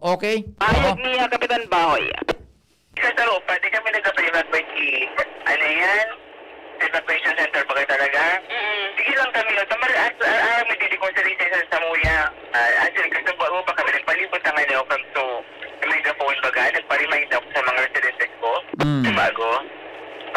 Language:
Bikol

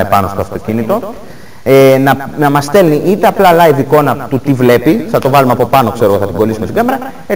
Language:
Greek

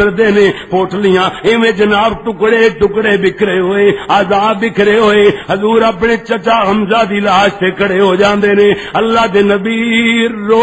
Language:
Western Panjabi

